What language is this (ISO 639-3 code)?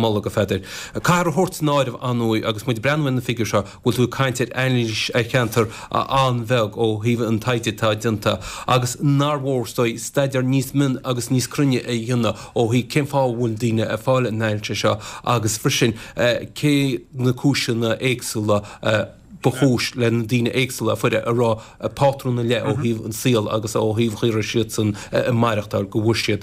gle